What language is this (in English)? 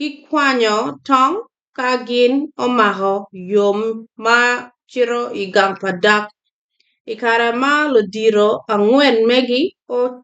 Acoli